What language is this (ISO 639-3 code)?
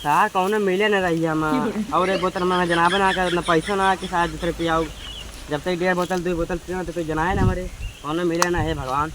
awa